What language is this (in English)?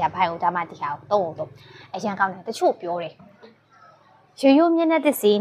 Burmese